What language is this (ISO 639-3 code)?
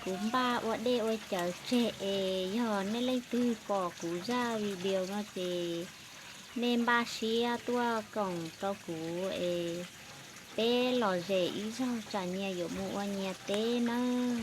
hmn